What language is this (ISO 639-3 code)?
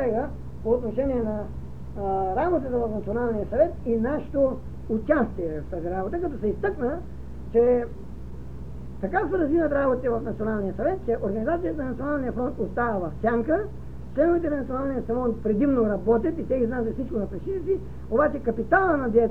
bul